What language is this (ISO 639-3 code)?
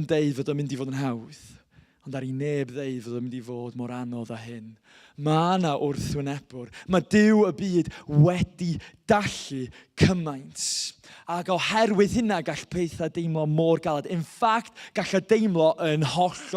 cym